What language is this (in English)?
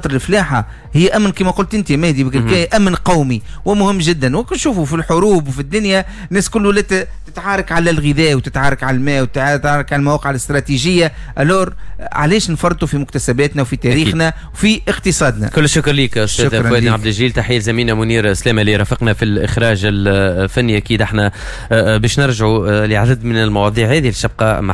Tunisian Arabic